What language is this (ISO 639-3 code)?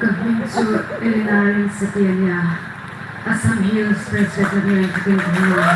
hmr